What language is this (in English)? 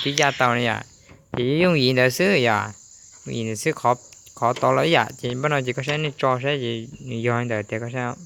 Hmong